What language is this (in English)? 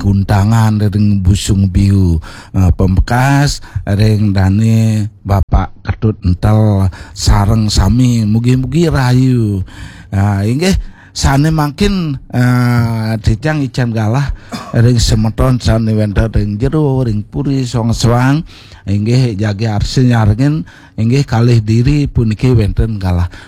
Balinese